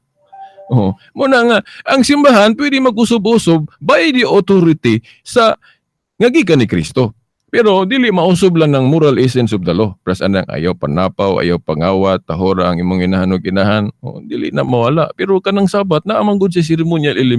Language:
Cebuano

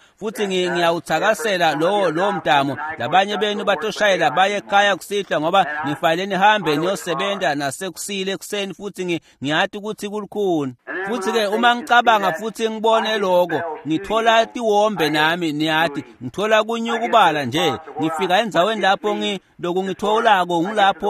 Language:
Swati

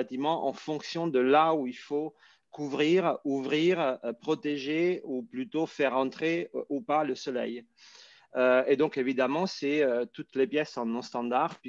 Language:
French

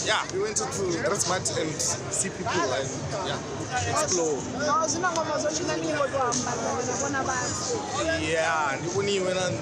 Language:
Venda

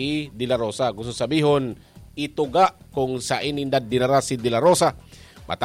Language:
Bikol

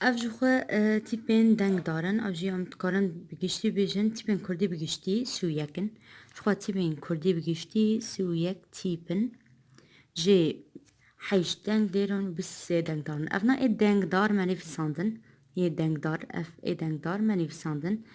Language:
Kurdish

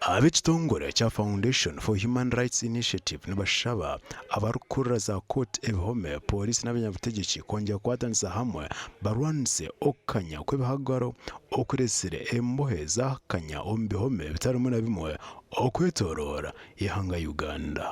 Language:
Nyankole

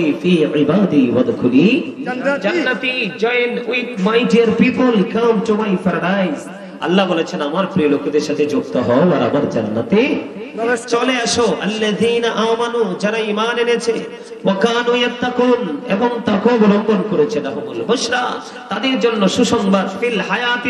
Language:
Bangla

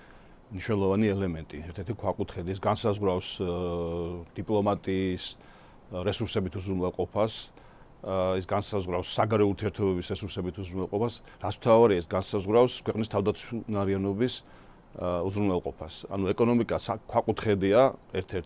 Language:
Georgian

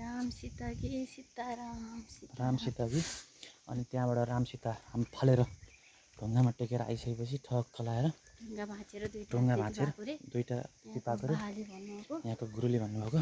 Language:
Nepali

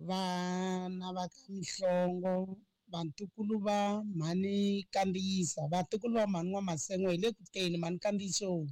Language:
Tsonga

